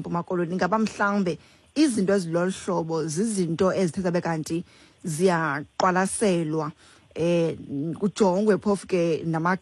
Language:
Xhosa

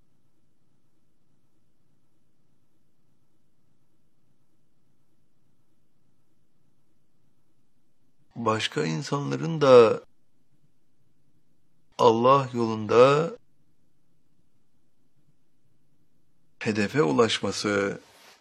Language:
Turkish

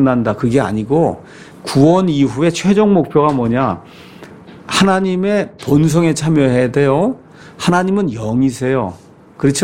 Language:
Korean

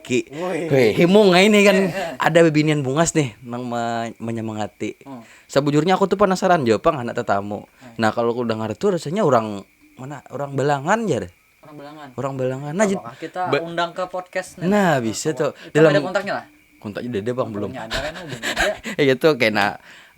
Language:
Banjar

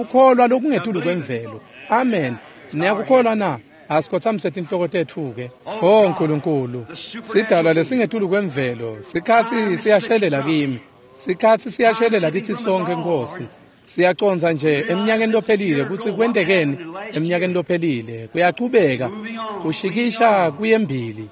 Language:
Swati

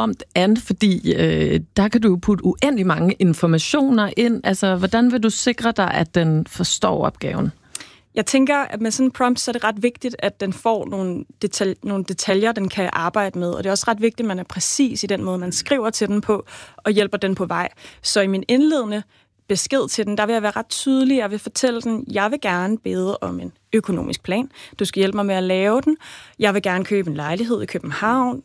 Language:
Danish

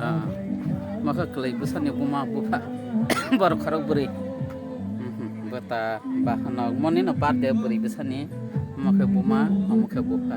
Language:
Kok Borok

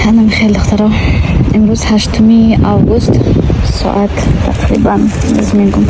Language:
Tajik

